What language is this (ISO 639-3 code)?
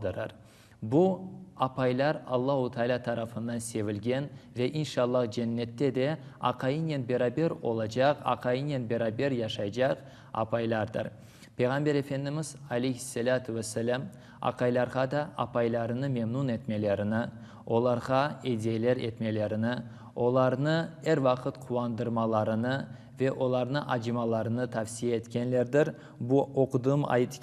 crh